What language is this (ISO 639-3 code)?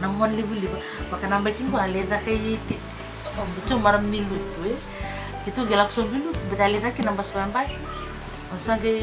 fij